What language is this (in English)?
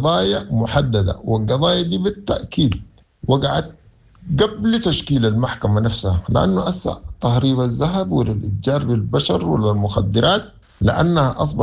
Sudanese Arabic